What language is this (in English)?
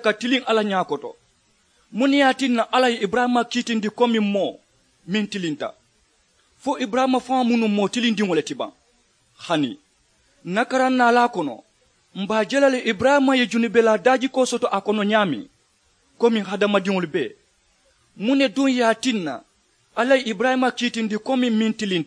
Mandingo